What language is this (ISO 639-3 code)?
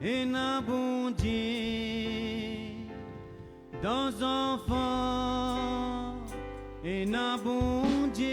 mfe